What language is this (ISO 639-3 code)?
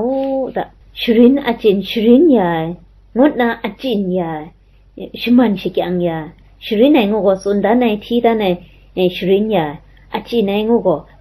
kac